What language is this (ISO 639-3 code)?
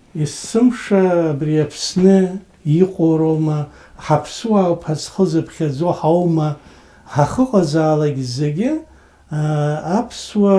abk